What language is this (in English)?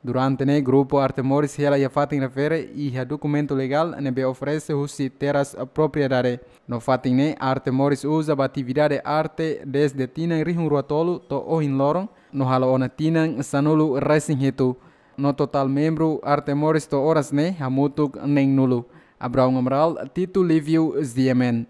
Tetum